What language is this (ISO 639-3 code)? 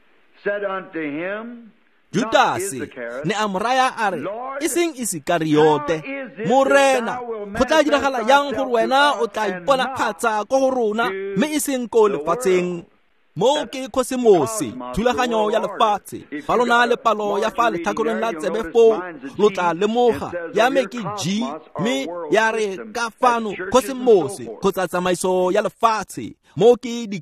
tsn